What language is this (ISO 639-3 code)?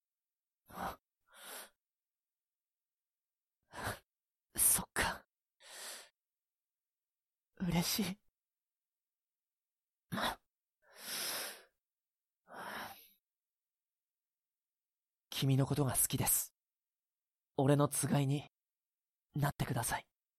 jpn